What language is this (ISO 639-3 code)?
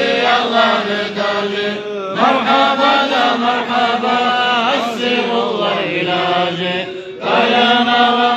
kum